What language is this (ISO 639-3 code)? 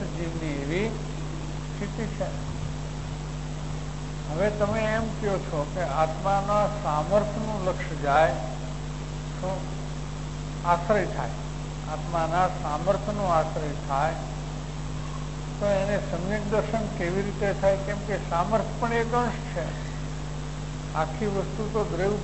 guj